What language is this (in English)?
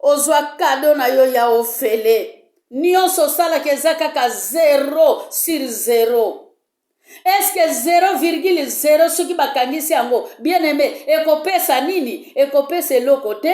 Lingala